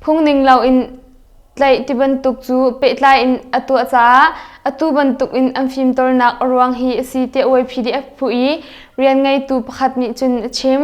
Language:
Hakha Chin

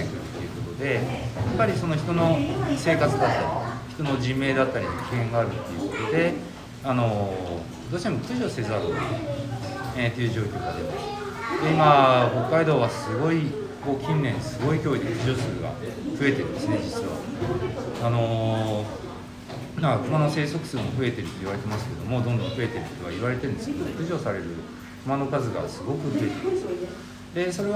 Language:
Japanese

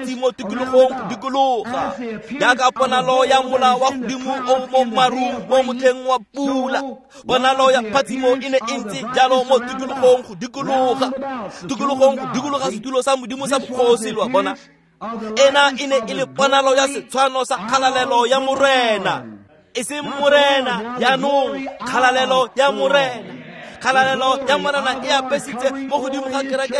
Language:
Tswana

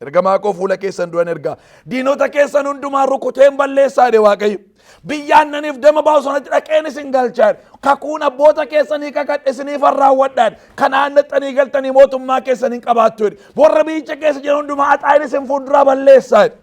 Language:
Oromo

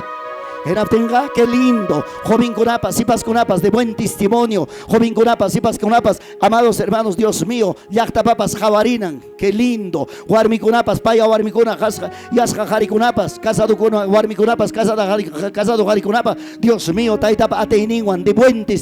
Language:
Ayacucho Quechua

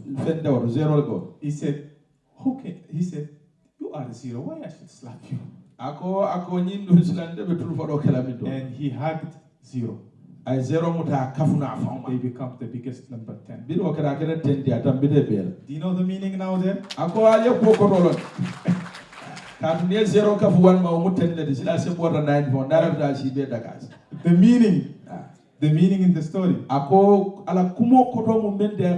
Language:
Fula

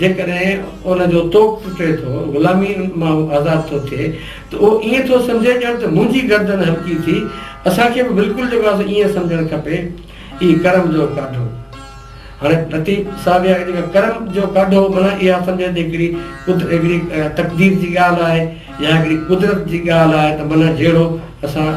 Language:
Sindhi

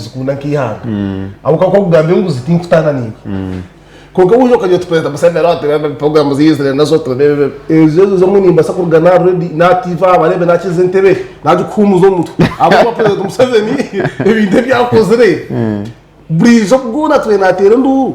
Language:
Nyankole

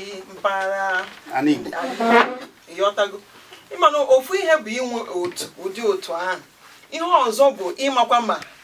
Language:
Igbo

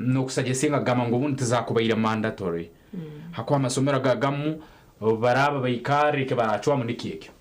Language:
Nyankole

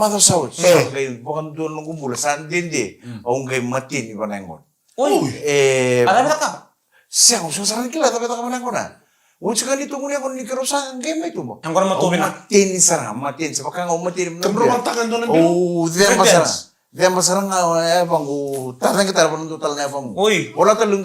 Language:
Fijian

